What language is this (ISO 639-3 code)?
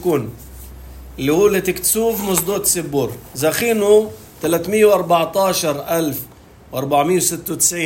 apc